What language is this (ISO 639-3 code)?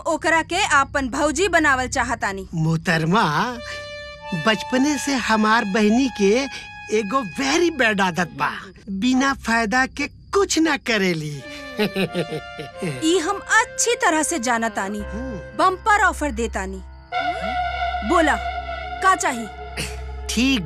bho